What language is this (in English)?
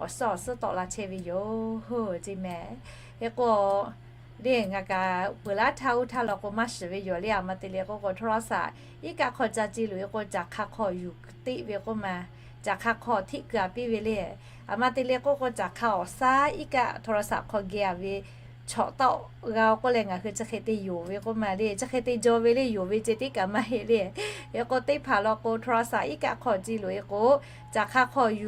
Lahu